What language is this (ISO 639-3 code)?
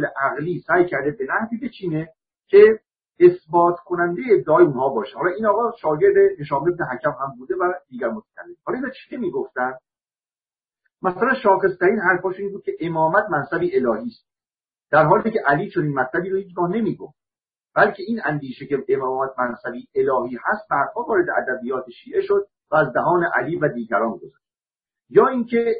fas